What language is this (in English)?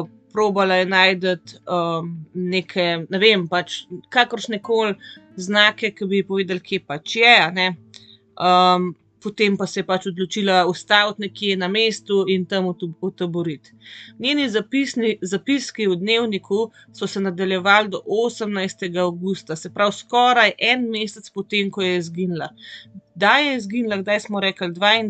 Slovenian